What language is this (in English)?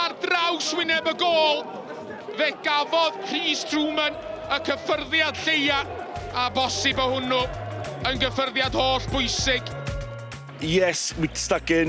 Welsh